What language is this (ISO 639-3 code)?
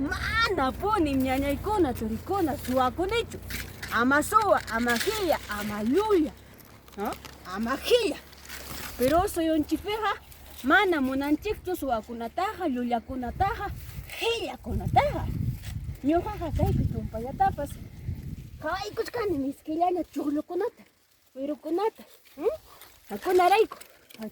quy